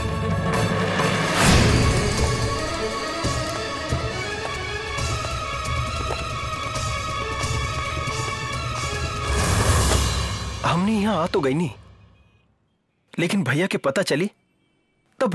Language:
Bhojpuri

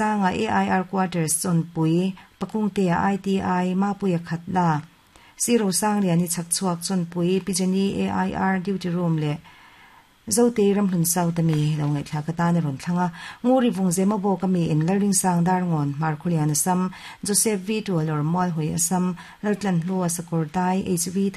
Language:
Mizo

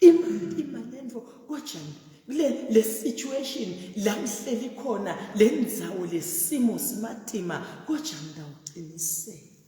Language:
Zulu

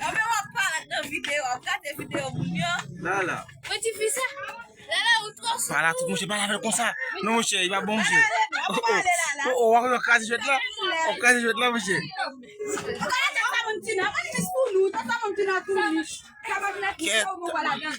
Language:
Haitian Creole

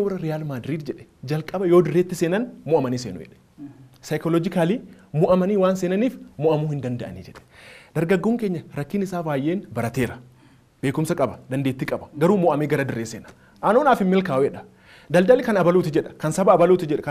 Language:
Oromo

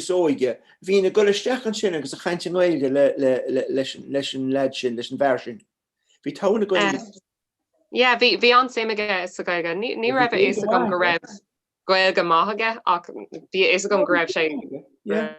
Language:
Irish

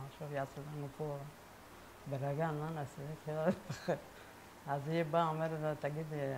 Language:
Hebrew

